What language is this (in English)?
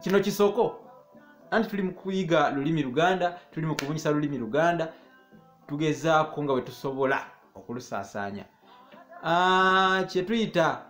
Ganda